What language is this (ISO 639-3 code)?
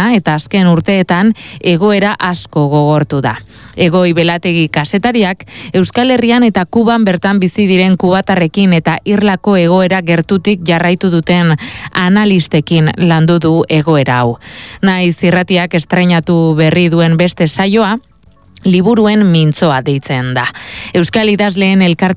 eus